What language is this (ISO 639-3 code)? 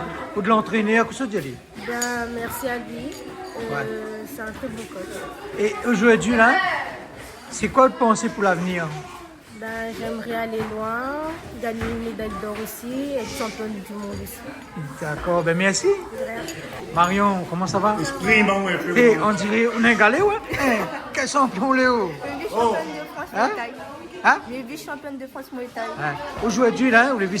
rcf